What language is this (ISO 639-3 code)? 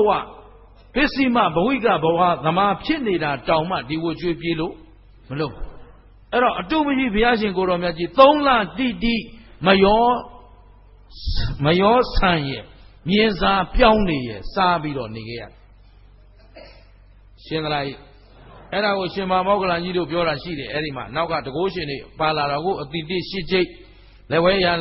mya